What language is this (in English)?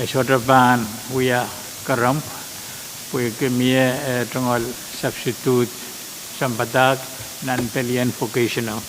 Pohnpeian